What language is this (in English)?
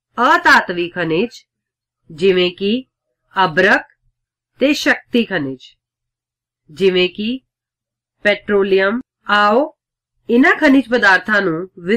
Punjabi